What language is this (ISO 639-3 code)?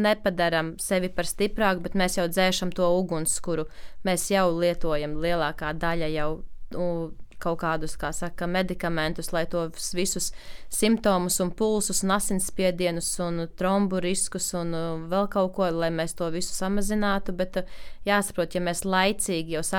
lav